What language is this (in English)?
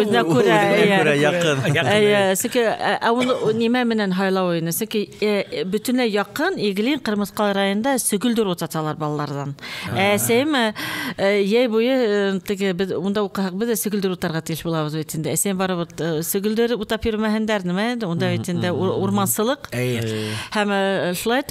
Bashkir